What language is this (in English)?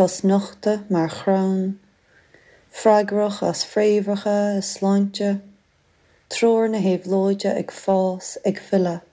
Irish